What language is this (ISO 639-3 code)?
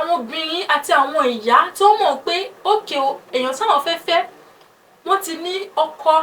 yor